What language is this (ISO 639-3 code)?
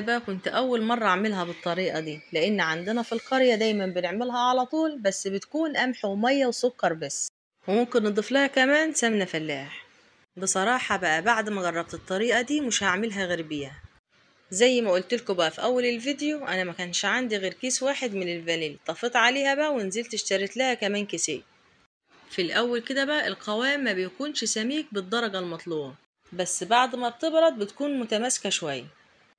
arz